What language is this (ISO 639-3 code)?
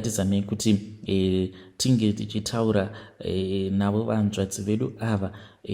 sna